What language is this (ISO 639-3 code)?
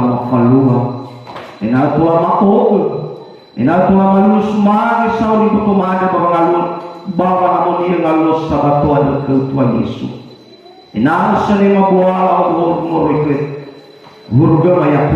nia